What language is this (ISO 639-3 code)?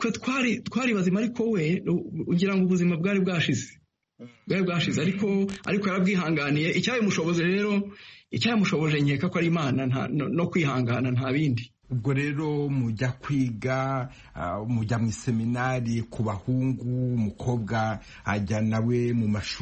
kin